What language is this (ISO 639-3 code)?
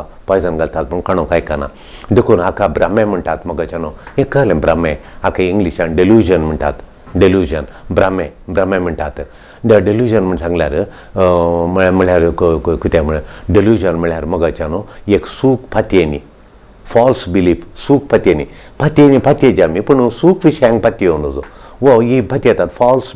kok